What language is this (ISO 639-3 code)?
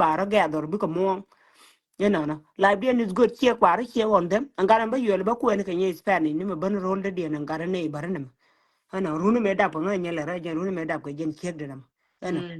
nus